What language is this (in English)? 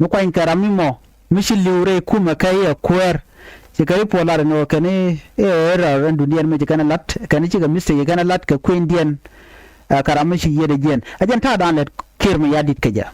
Nuer